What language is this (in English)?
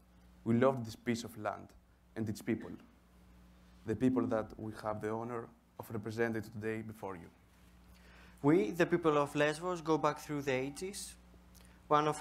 English